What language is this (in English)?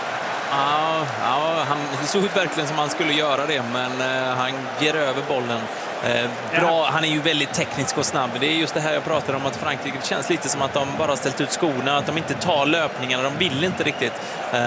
Swedish